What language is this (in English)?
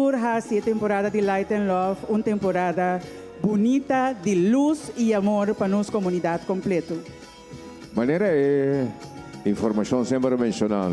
Papiamento